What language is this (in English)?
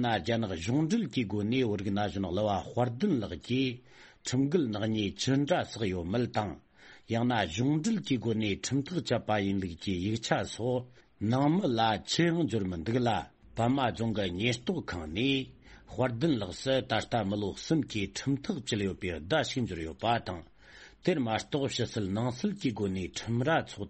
Tibetan